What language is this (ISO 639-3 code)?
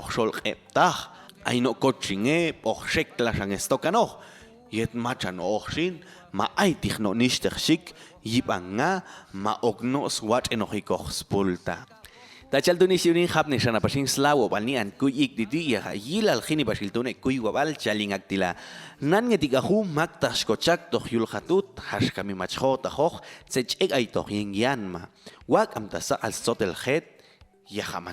jac